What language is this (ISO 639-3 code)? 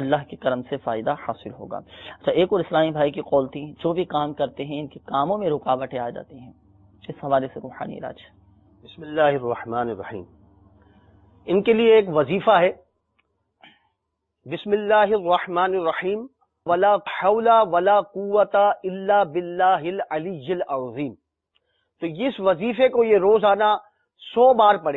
urd